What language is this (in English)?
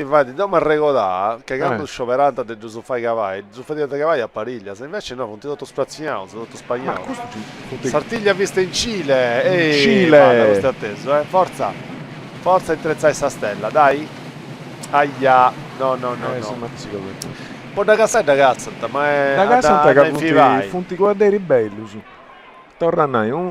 Sardinian